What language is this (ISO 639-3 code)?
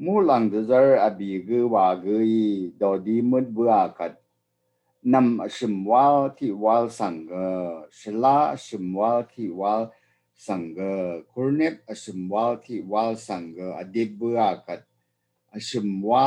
raw